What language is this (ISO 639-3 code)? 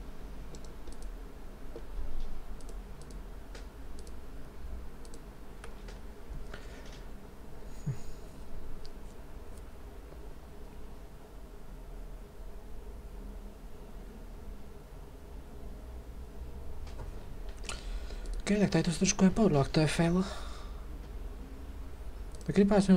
ces